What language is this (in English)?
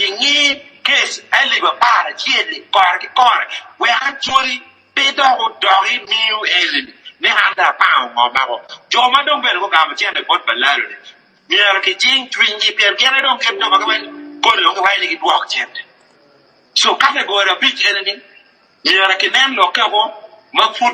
Acoli